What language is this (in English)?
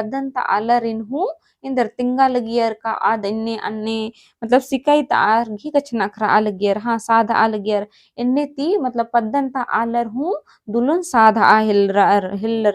Kurukh